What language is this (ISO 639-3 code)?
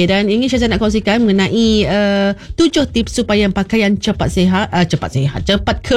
msa